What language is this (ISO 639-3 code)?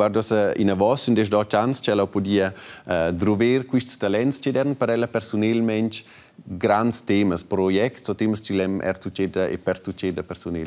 roh